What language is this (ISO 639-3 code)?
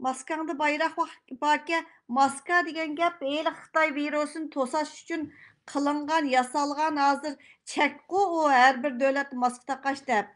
uig